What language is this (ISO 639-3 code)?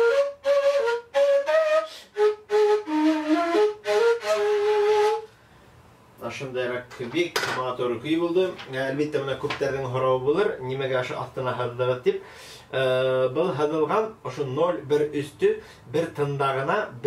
bak